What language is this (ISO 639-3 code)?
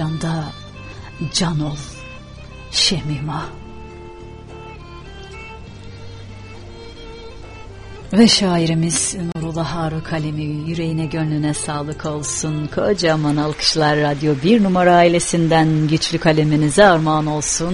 tur